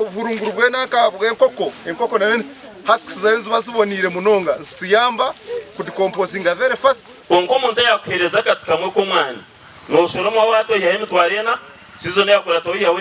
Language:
Nyankole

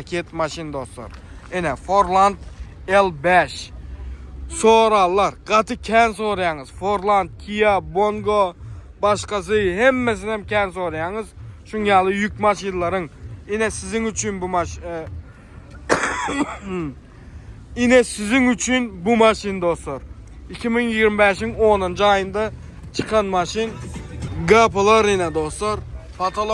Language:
Turkmen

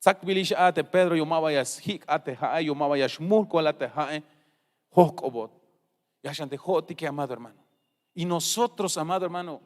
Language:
Tzeltal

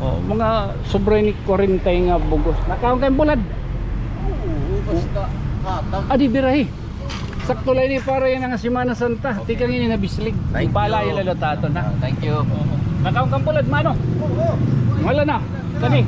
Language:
Waray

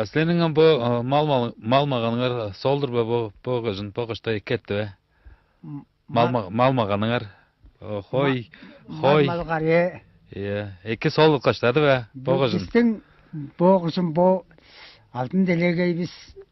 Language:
Tuvinian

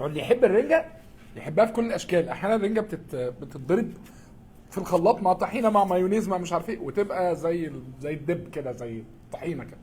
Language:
Egyptian Arabic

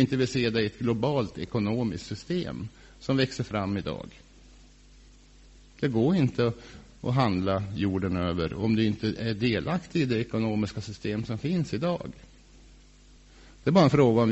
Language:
Swedish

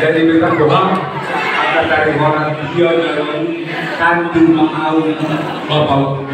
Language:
Batak Toba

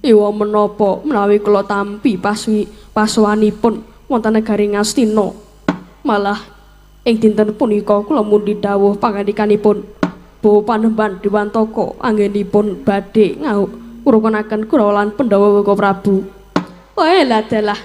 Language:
Javanese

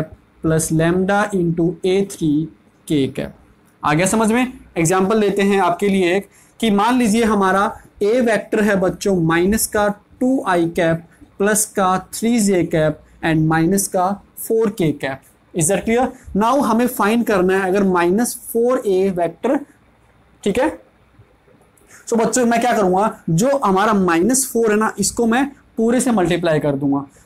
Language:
Hindi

